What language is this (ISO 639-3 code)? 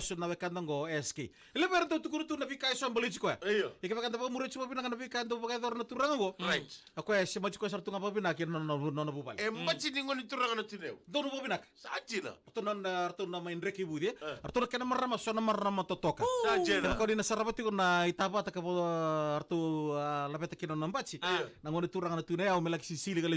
fij